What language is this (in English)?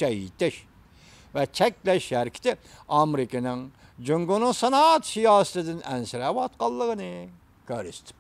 Uyghur